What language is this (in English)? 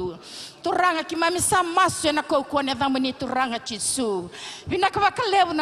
Fijian